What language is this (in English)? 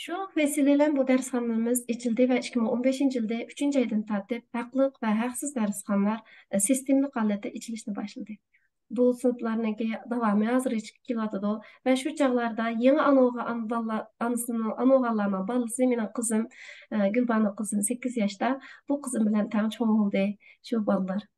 Uyghur